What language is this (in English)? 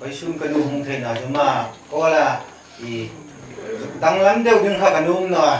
Hmar